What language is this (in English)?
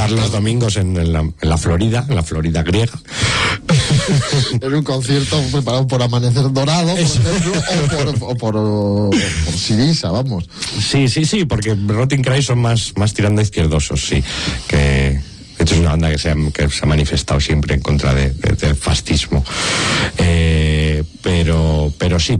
Spanish